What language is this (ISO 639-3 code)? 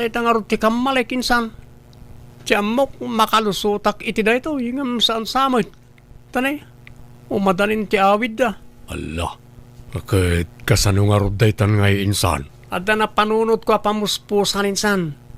ilo